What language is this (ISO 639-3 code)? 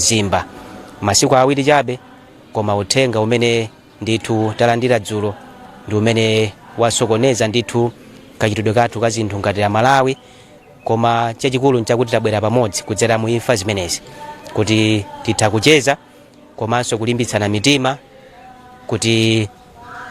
nya